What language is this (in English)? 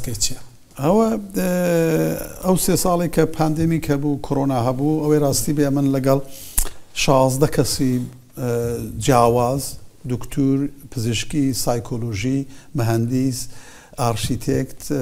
Central Kurdish